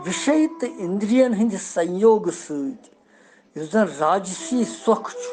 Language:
Kashmiri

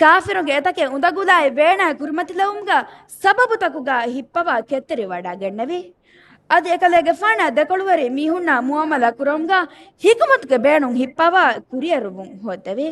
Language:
Divehi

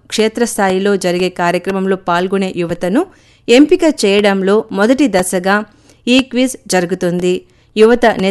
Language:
Telugu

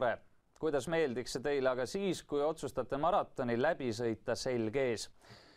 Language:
Estonian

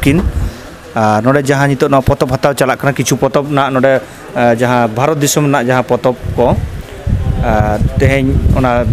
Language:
Santali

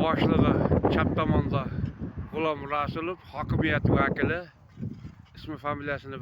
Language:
Uzbek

